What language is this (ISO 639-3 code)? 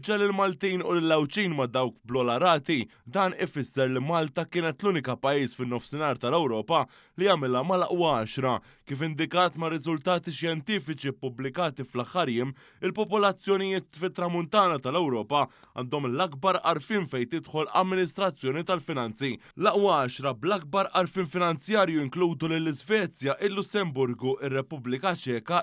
mlt